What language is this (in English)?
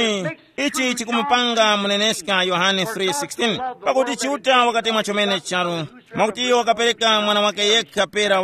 Tumbuka